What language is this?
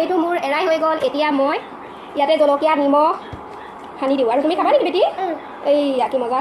Assamese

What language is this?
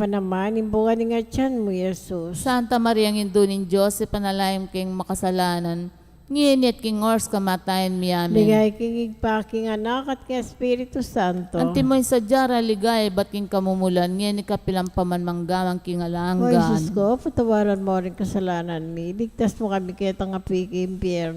Pampanga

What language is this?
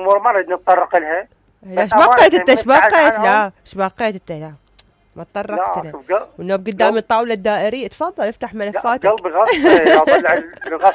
Mesopotamian Arabic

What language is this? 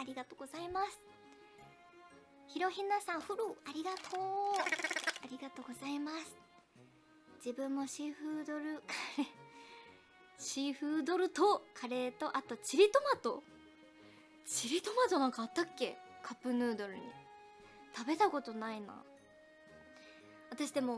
Japanese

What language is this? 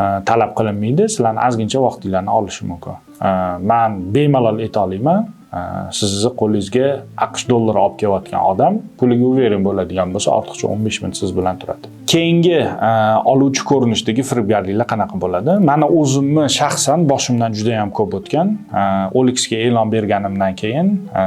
Uzbek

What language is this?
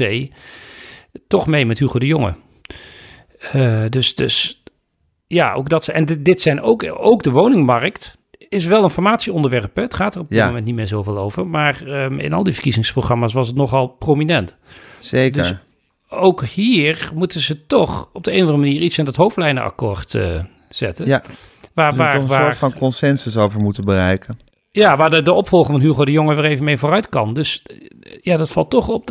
Dutch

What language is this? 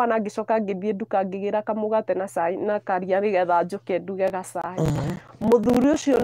Kikuyu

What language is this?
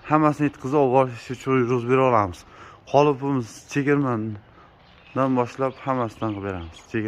Uzbek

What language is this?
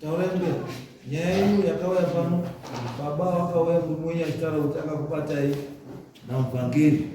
Shona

